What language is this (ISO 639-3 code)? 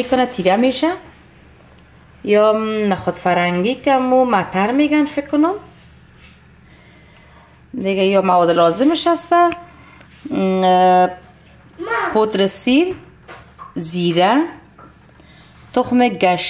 fas